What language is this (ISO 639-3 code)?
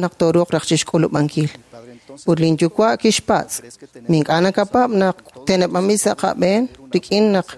kek